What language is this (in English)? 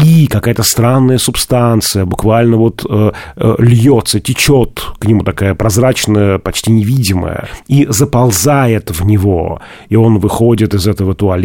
Russian